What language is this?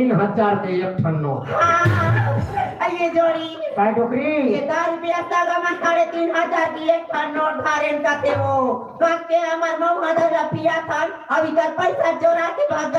Chhattisgarhi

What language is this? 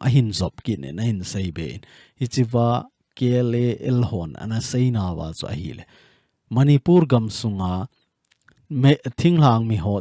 Thado Chin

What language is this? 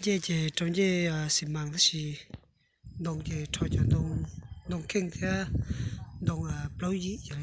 Hmong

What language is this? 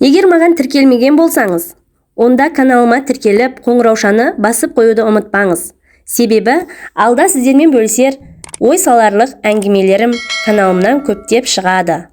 Kazakh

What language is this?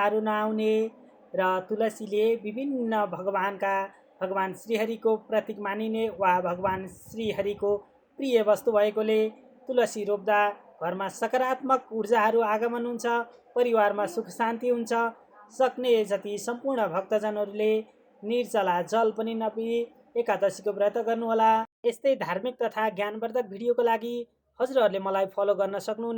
Nepali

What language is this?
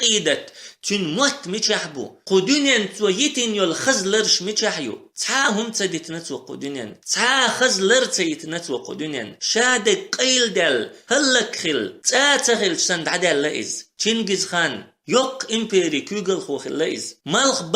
Chechen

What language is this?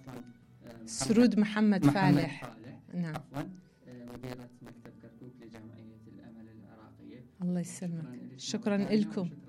Mesopotamian Arabic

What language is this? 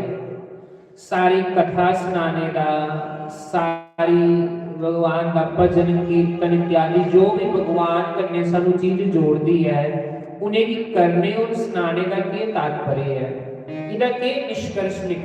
Dogri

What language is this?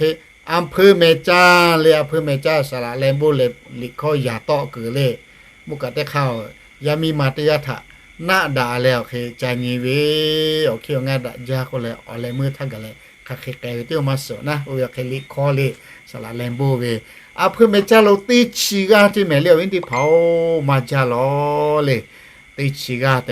Lahu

